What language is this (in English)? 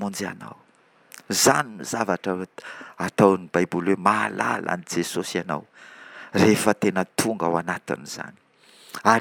Malagasy